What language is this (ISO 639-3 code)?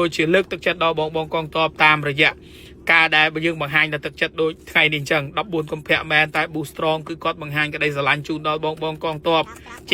khm